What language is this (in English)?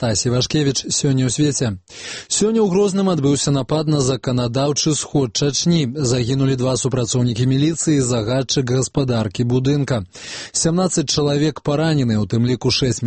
Belarusian